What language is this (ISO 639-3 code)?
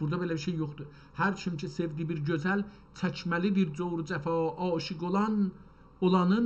azb